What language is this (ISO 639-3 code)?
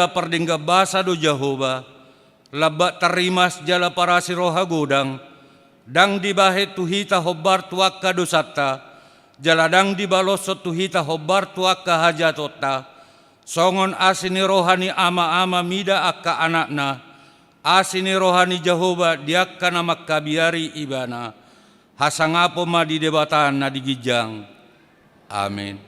bbc